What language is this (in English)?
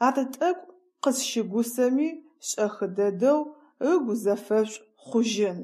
Adyghe